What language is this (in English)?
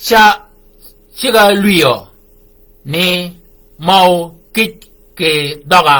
Shilluk